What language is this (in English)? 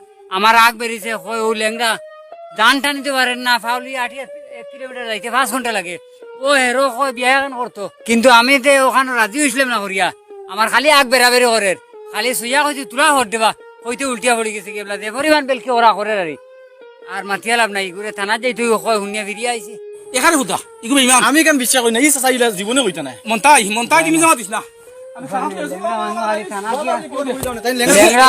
Sylheti